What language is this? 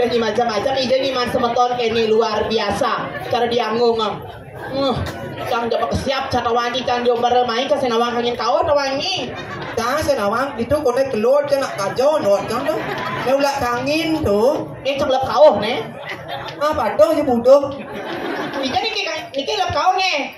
Balinese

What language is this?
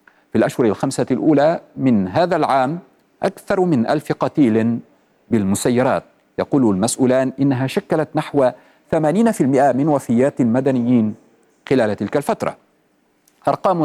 Arabic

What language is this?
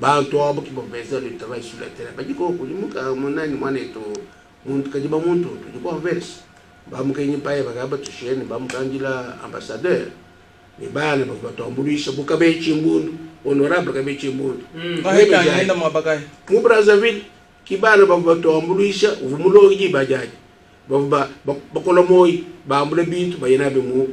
Luba-Lulua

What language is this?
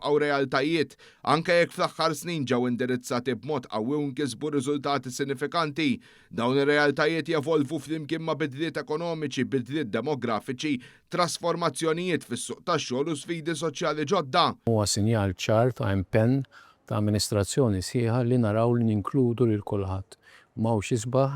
Maltese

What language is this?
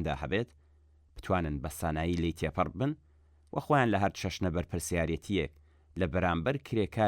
Central Kurdish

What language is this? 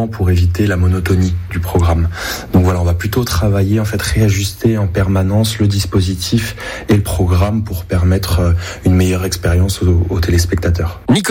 French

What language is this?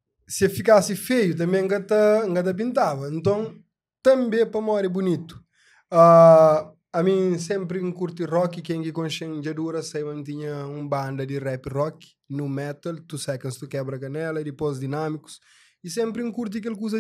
Kabuverdianu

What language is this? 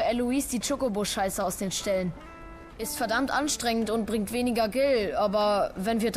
German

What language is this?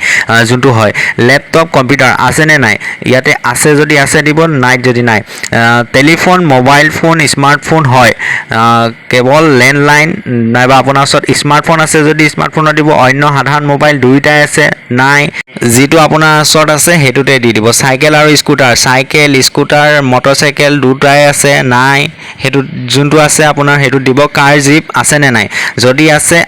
Assamese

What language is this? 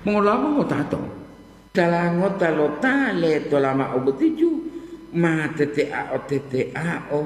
Gorontalo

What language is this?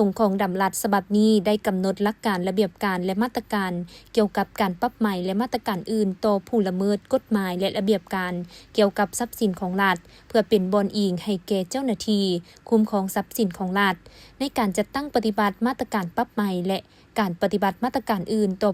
Lao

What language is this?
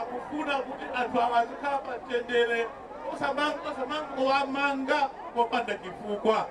Nyanja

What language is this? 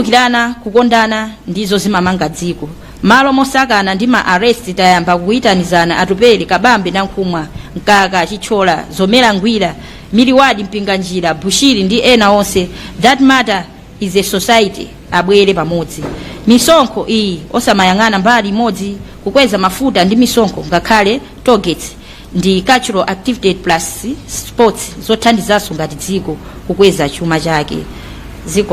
Nyanja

